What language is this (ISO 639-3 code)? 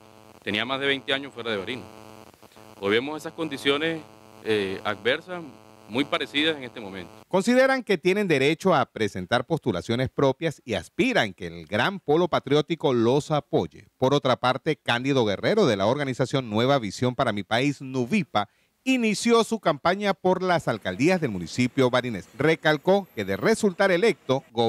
spa